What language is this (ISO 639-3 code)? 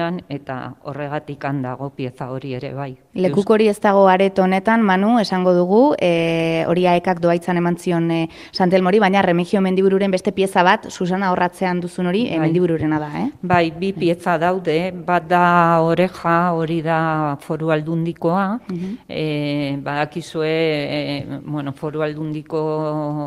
eus